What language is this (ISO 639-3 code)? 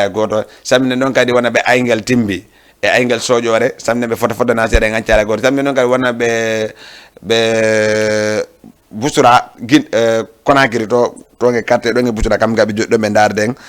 ful